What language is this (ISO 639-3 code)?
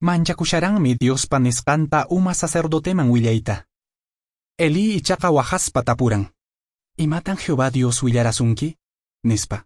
que